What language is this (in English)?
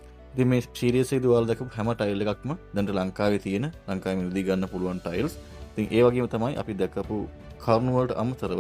Sinhala